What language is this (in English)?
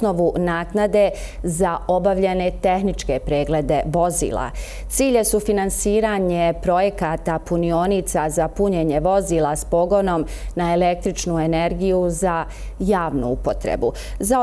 Bosnian